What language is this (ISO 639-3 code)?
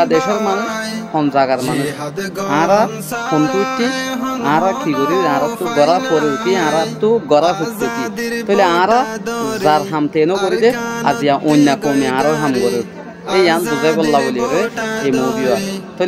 rhg